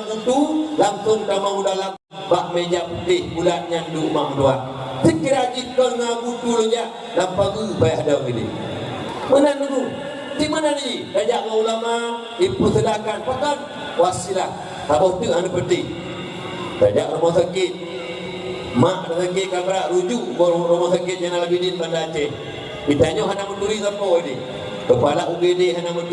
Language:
Achinese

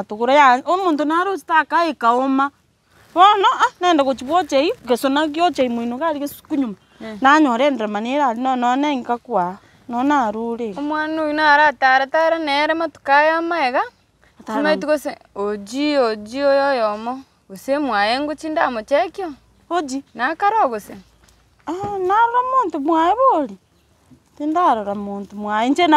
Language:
Gusii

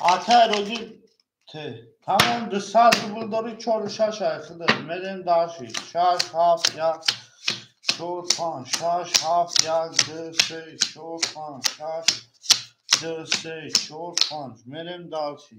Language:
Tajik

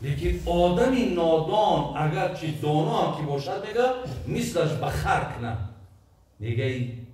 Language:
Tajik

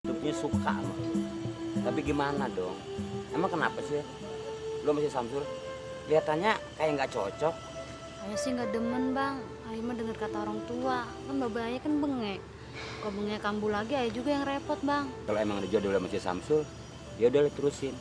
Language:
Betawi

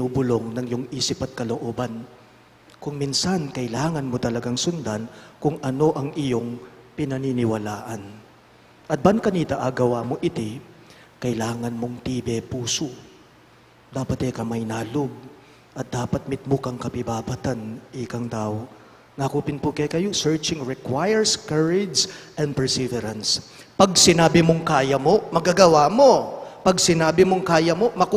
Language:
Pampanga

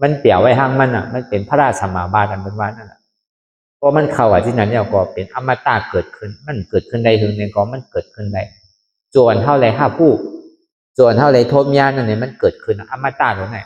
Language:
Shan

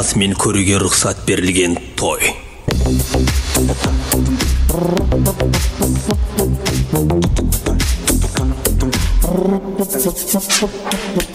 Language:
Kazakh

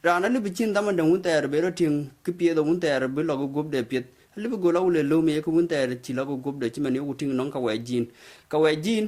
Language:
Dinka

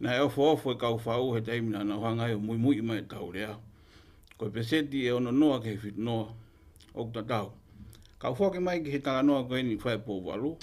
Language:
Tongan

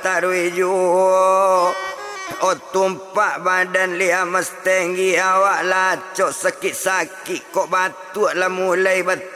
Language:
Minangkabau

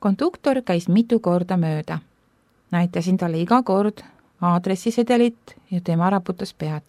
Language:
Estonian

